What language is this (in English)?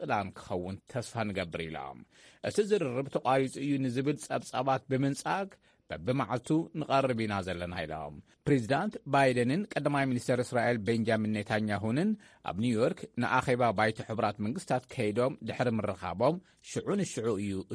Tigrinya